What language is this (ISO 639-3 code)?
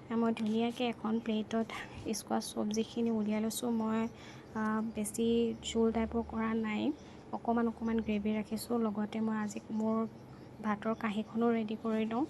asm